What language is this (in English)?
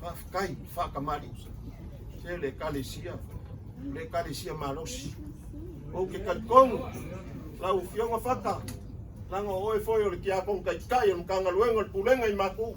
Samoan